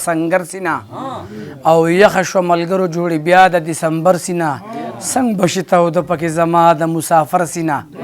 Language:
Pashto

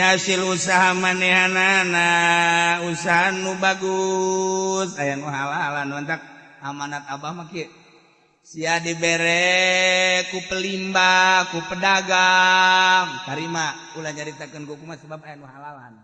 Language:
Sundanese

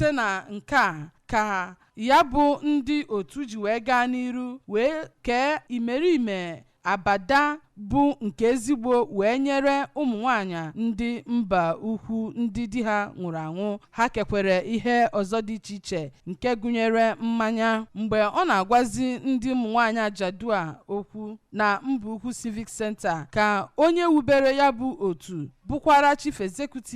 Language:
Igbo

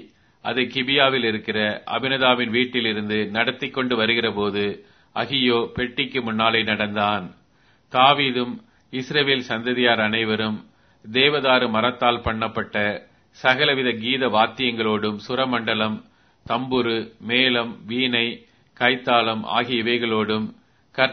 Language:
Tamil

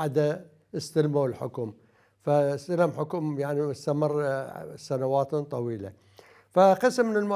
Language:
Mesopotamian Arabic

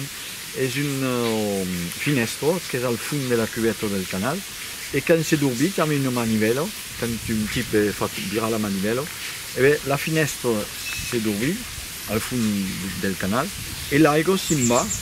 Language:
Occitan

